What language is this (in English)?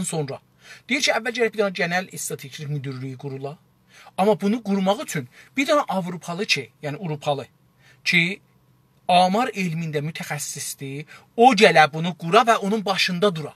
South Azerbaijani